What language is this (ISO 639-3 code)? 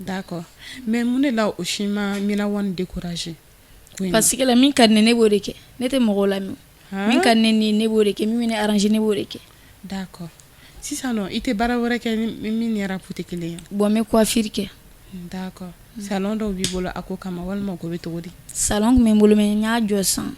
bam